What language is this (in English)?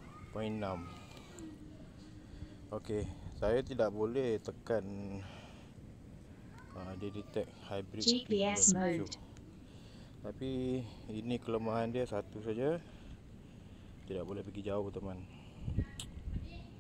Malay